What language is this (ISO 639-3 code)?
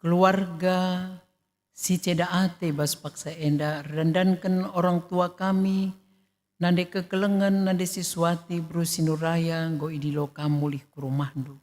btx